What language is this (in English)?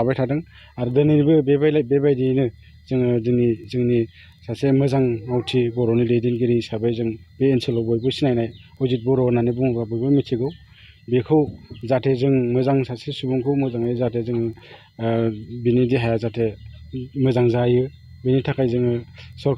Bodo